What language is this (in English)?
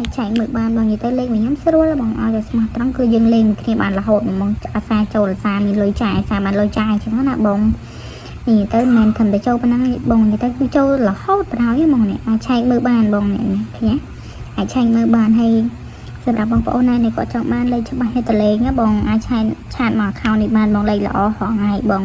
Khmer